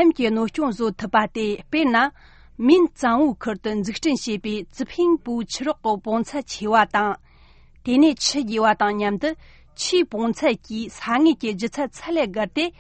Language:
Tibetan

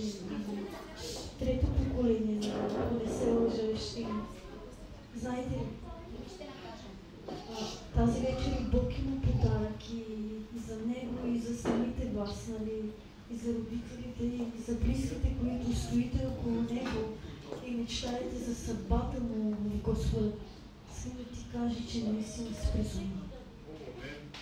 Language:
Bulgarian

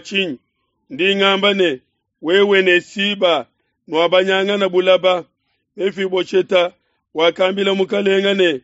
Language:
Luba-Lulua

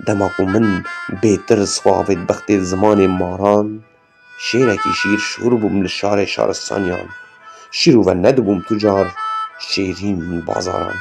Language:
Kurdish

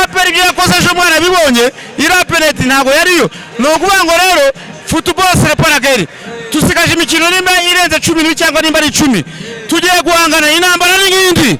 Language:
Kinyarwanda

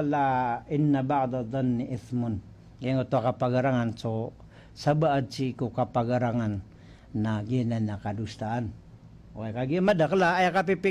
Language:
Maranao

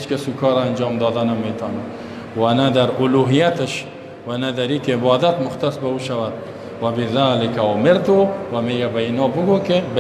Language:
Persian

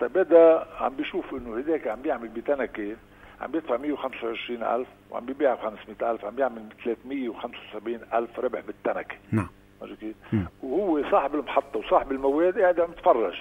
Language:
North Levantine Arabic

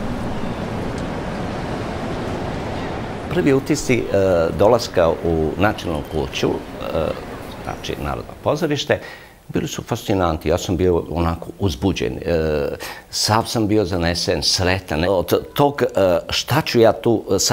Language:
Serbian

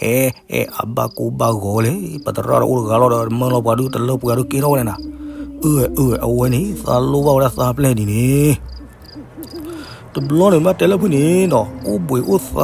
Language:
S'gaw Karen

